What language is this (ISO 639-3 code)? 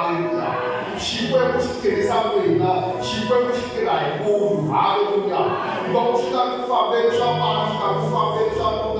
tso